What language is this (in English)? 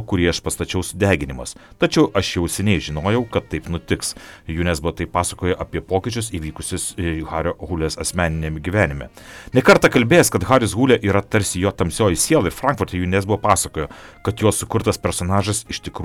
Lithuanian